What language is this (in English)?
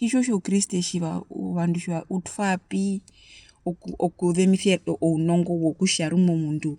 Herero